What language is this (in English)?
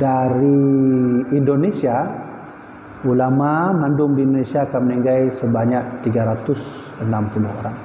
Achinese